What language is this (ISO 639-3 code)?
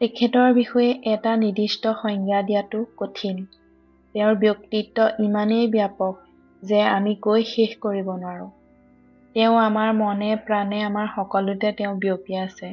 asm